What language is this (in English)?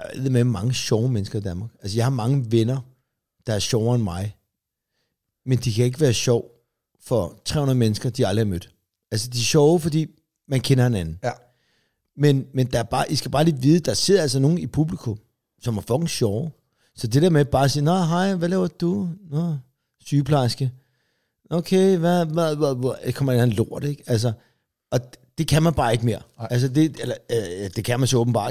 Danish